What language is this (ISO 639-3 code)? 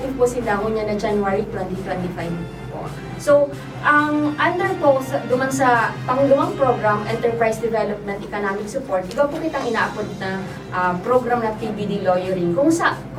bik